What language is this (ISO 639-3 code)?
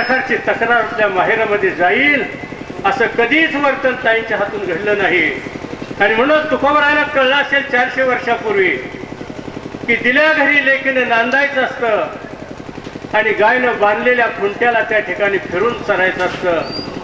mar